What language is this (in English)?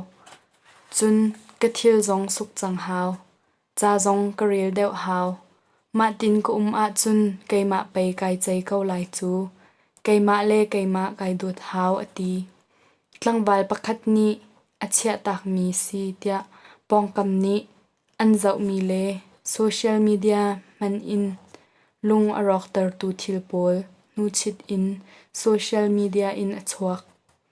Hakha Chin